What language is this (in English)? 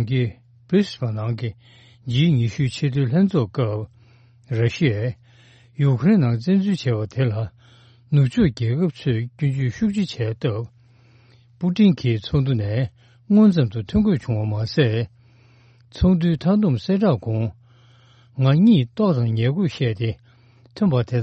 Tibetan